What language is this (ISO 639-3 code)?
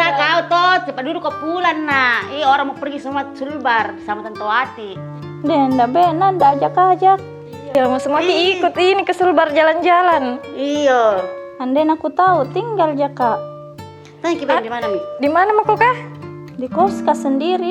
mfp